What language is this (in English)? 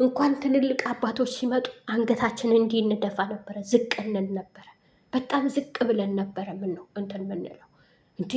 Amharic